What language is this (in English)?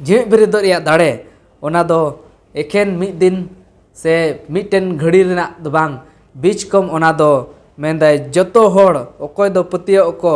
Santali